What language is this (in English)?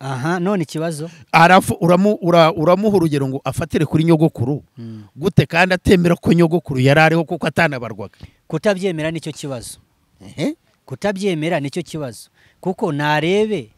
Kinyarwanda